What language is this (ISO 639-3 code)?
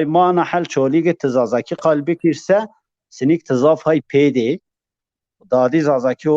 zza